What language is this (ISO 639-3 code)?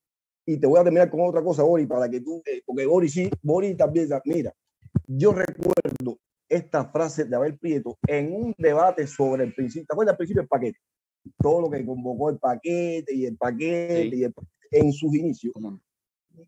spa